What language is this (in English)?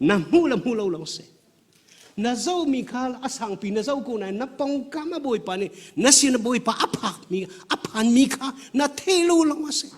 Hakha Chin